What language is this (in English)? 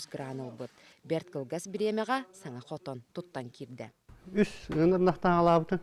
Yakut